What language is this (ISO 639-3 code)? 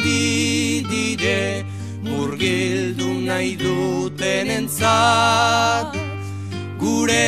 eus